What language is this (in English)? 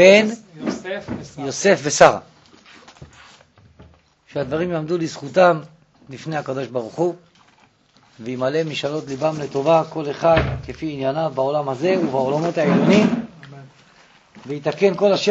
Hebrew